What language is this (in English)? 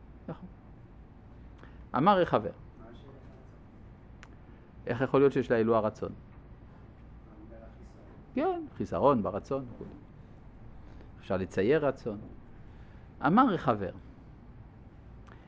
Hebrew